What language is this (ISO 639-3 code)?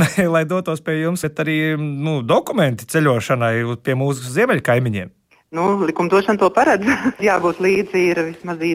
lav